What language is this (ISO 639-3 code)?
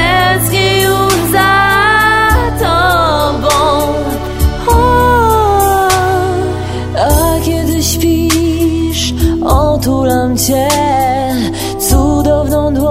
pol